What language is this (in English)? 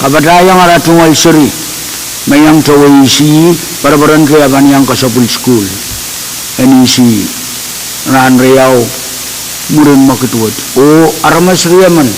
Pohnpeian